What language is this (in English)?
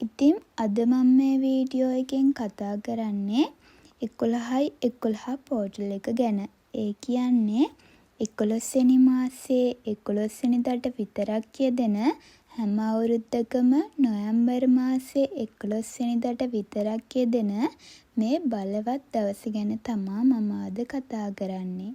Sinhala